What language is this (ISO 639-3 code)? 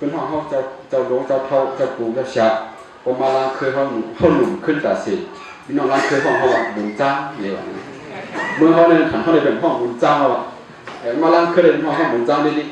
shn